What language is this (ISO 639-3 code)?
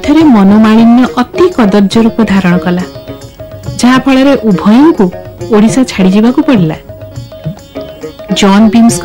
ori